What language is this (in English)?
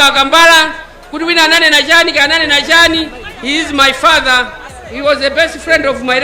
Nyanja